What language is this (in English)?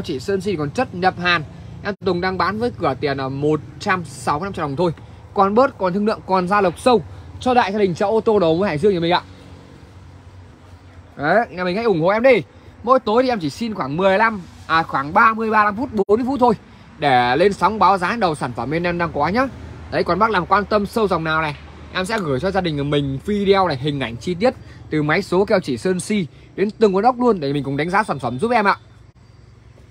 Vietnamese